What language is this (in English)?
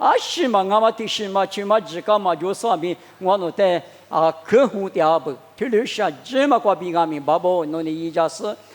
Lisu